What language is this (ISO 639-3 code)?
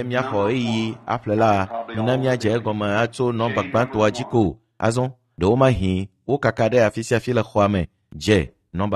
ewe